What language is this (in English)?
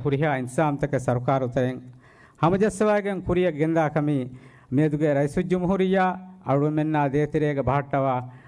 Divehi